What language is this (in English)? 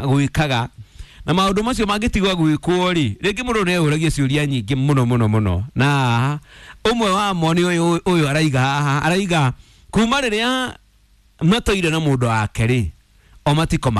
Kikuyu